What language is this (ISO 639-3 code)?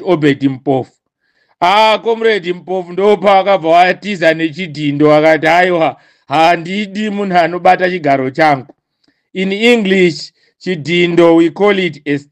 sna